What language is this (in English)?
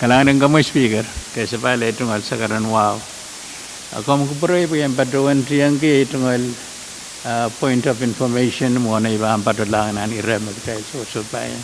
Pohnpeian